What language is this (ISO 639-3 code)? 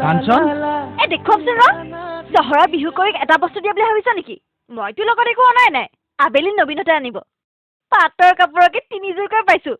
asm